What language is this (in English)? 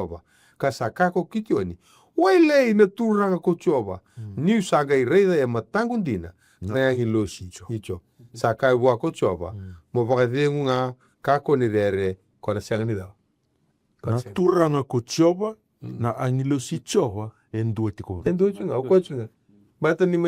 Fijian